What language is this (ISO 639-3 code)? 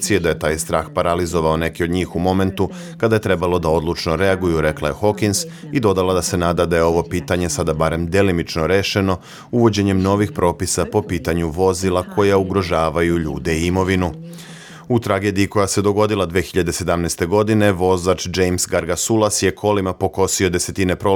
srp